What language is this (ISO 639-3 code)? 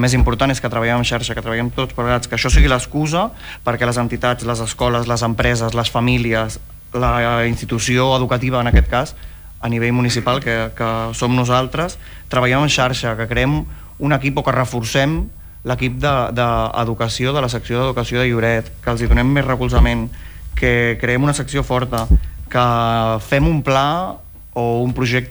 cat